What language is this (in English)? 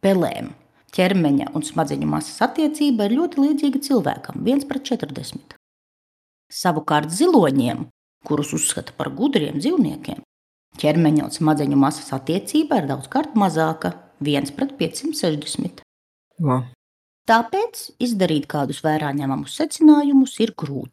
Latvian